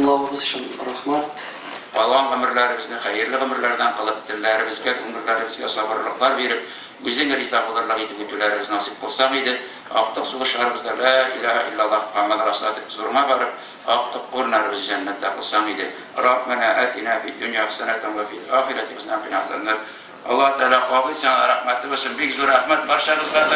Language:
Tatar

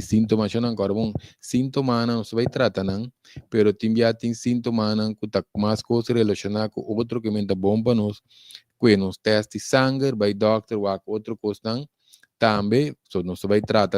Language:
Papiamento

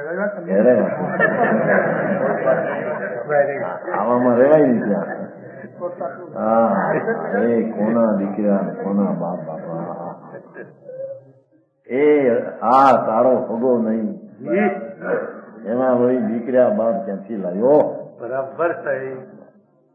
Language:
Gujarati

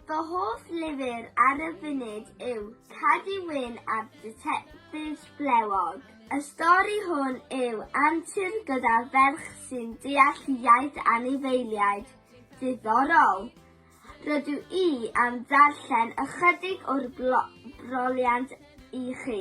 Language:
Welsh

